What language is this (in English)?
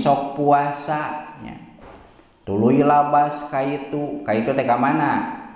Sundanese